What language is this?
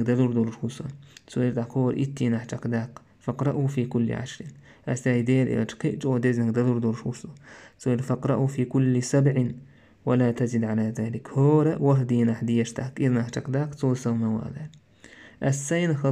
Chechen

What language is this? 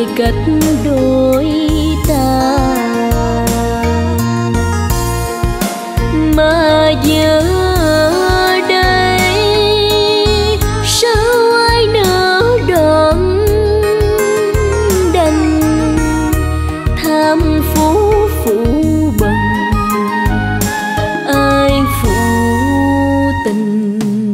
Vietnamese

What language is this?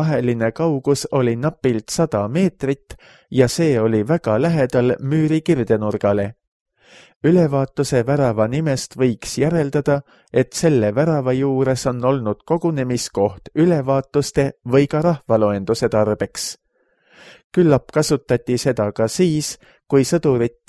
Estonian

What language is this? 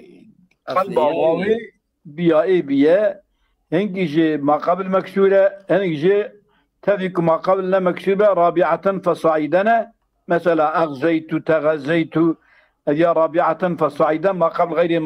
Kurdish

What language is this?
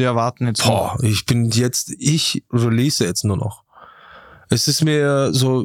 German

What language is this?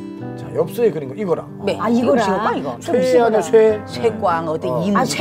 Korean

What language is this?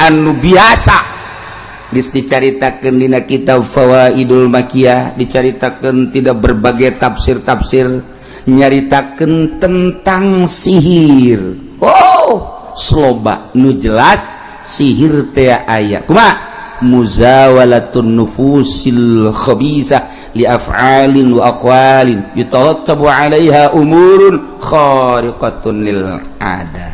Sundanese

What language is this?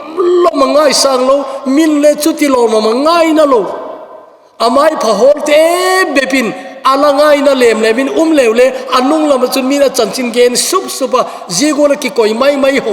Thado Chin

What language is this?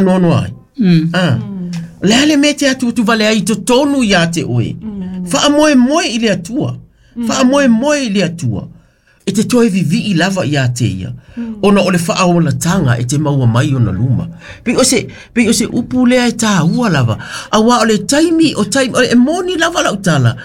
Samoan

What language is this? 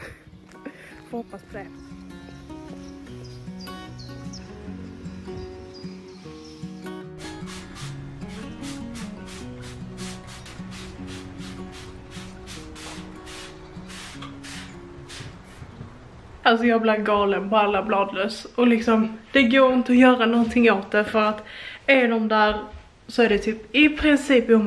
Swedish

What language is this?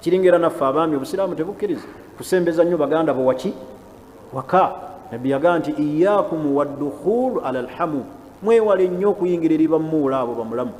Ganda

